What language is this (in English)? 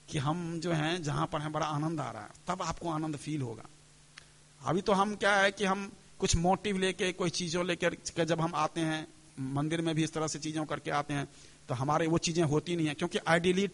Hindi